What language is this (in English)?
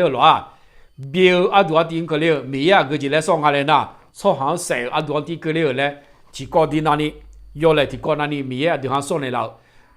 Akha